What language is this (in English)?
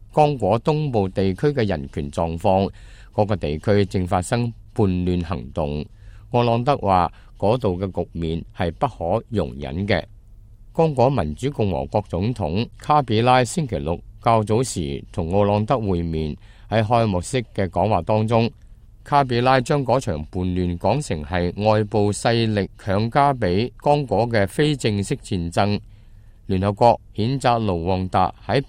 Cantonese